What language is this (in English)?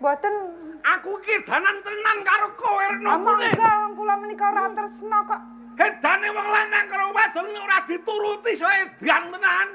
Javanese